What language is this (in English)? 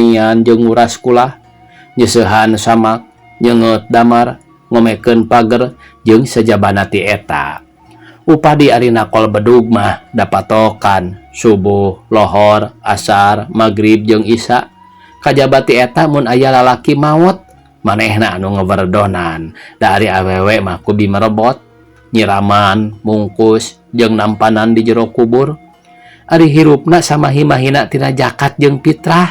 Sundanese